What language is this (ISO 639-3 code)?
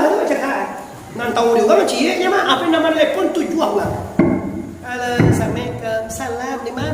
min